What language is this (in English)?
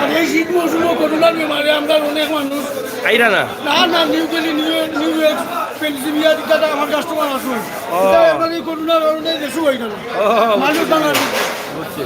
Sylheti